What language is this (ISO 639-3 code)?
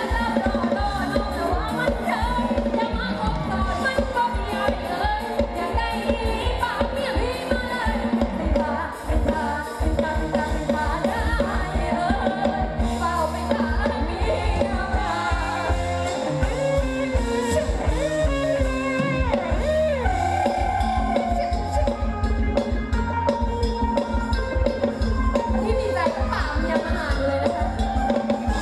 tha